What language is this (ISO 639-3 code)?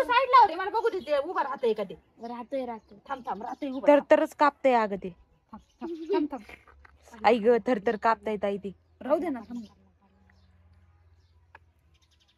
mar